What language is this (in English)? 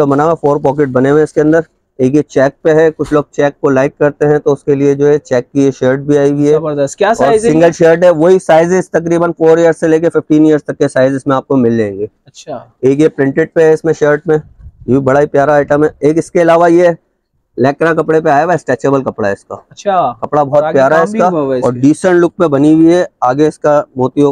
Hindi